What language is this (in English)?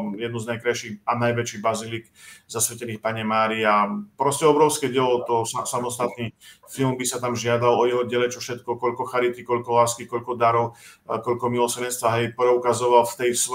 Slovak